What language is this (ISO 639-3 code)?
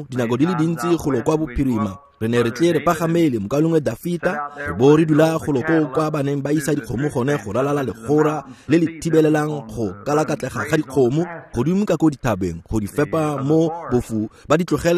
tsn